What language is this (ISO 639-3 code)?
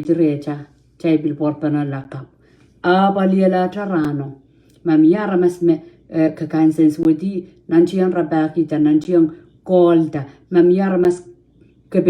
pon